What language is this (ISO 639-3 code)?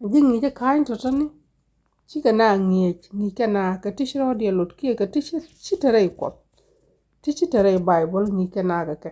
nus